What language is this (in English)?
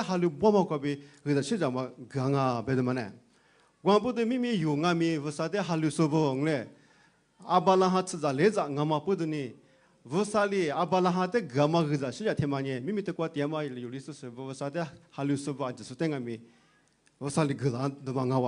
Lisu